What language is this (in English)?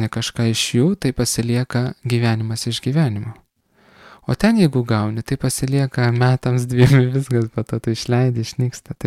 Lithuanian